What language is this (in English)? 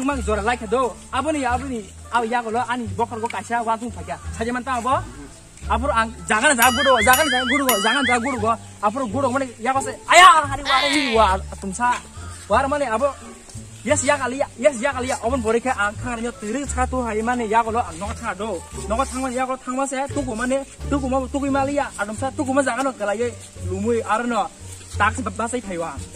Kok Borok